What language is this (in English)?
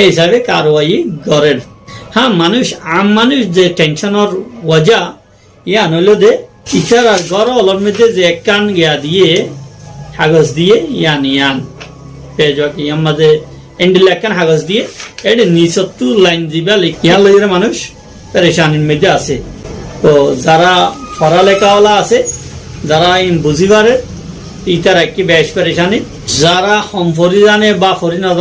Rohingya